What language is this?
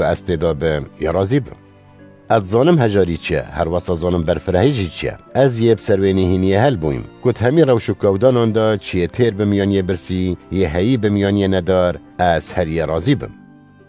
Kurdish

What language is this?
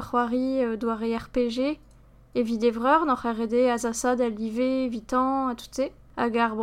Breton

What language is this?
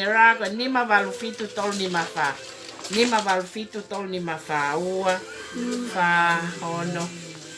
Tongan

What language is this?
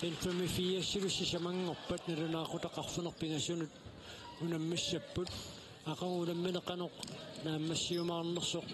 Kalaallisut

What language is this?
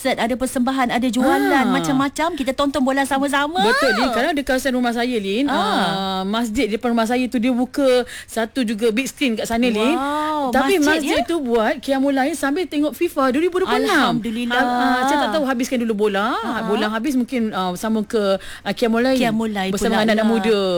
Malay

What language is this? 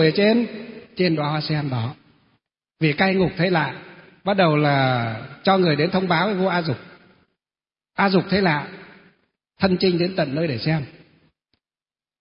Vietnamese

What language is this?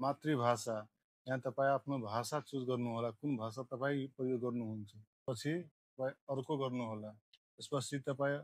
Nepali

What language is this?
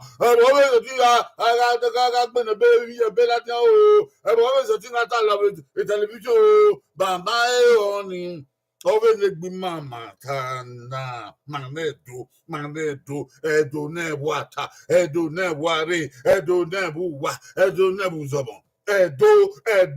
Bini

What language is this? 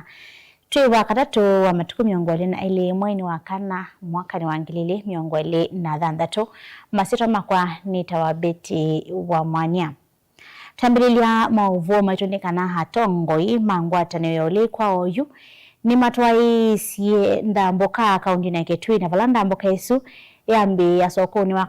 Kamba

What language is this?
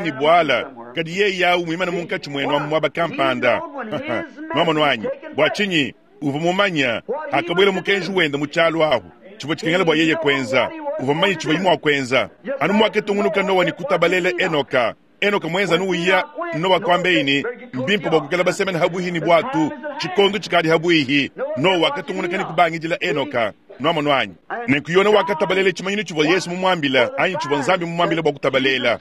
Luba-Lulua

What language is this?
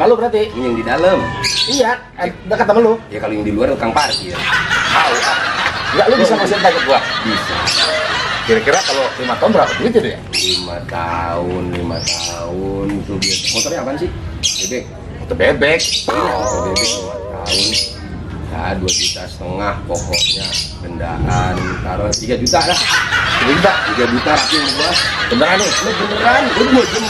Betawi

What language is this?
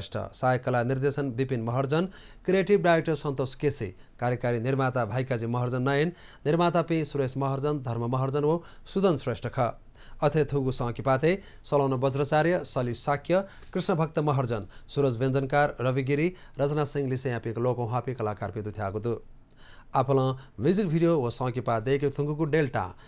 Newari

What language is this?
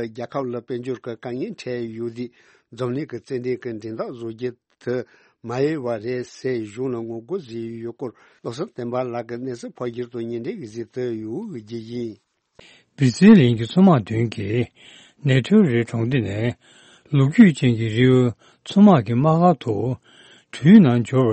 Tibetan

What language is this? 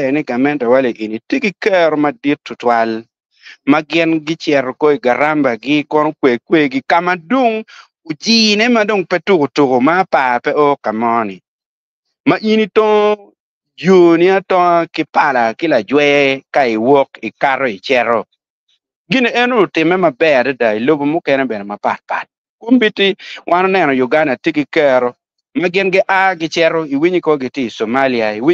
Acoli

